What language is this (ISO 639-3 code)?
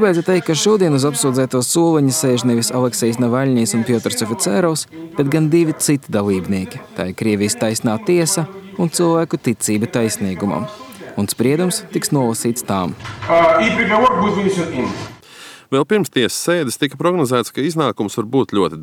lav